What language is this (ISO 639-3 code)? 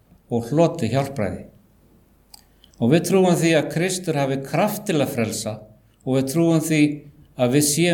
isl